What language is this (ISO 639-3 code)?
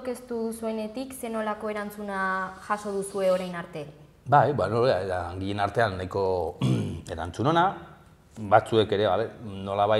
eus